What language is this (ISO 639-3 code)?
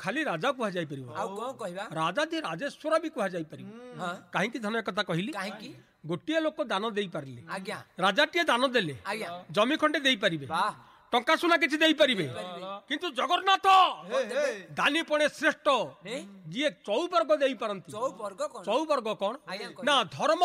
ori